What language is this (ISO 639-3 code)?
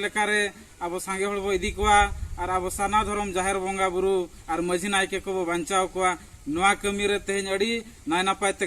sat